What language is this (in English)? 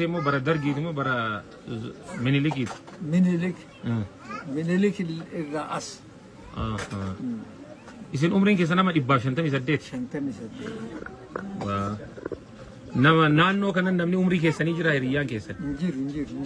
Oromo